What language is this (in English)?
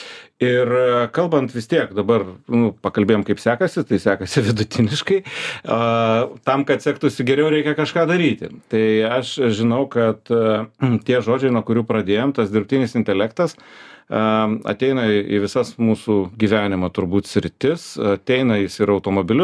Lithuanian